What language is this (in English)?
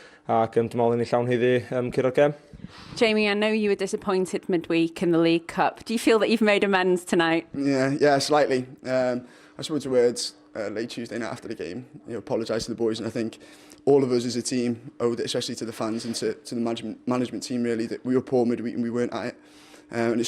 Welsh